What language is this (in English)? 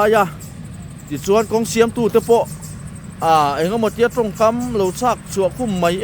Mizo